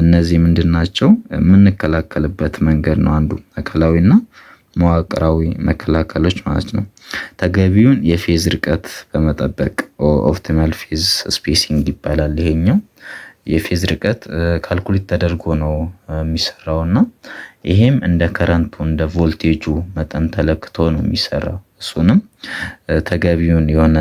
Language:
Amharic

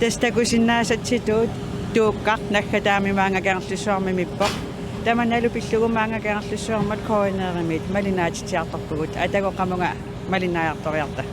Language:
Kalaallisut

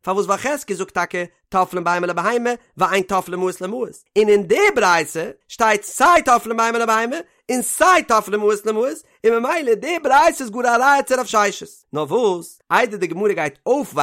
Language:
Yiddish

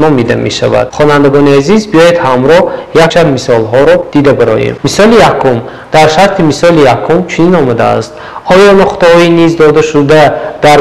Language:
Tajik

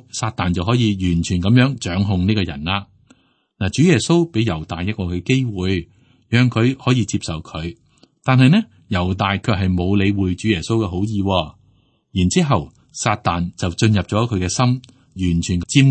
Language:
Cantonese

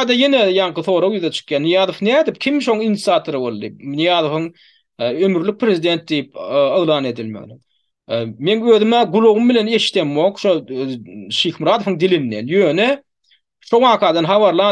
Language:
Turkmen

